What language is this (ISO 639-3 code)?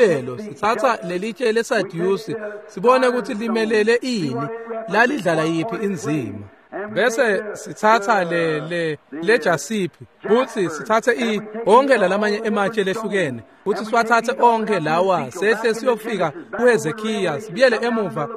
ssw